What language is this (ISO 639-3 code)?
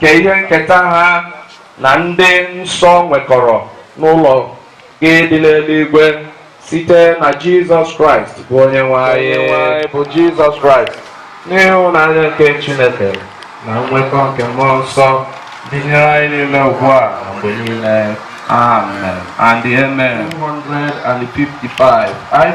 ibo